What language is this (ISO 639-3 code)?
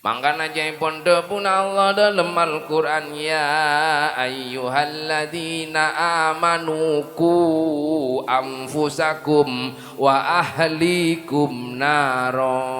mad